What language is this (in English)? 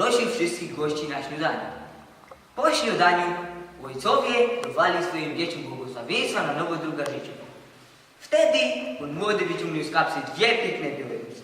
Silesian